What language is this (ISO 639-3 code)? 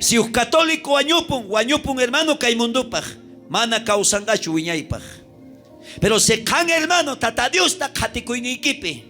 quh